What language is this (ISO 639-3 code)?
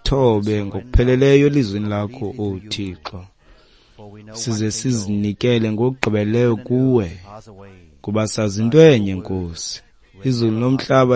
xho